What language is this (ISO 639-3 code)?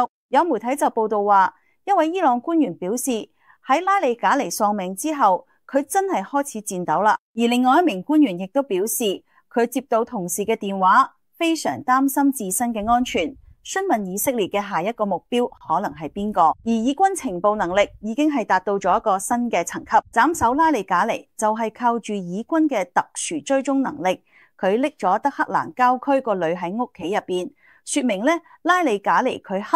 yue